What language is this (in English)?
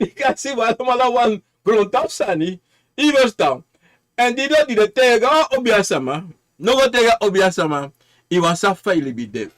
Sranan Tongo